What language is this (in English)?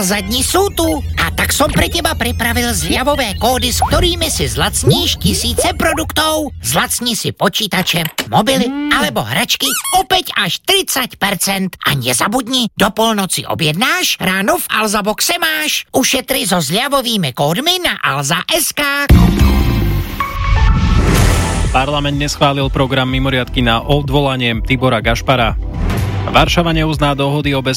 Slovak